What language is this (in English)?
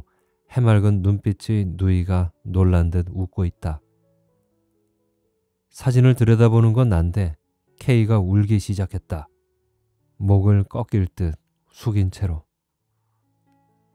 Korean